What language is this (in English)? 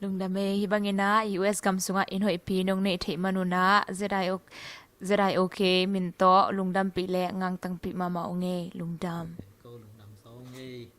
Tedim Chin